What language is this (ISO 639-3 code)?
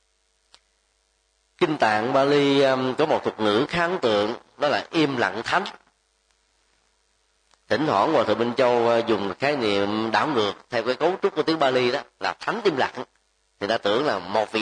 vie